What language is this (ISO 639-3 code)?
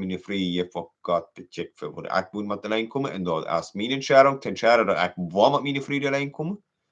pdt